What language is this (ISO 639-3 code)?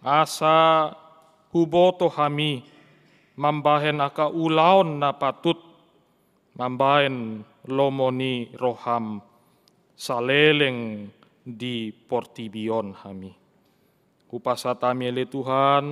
bbc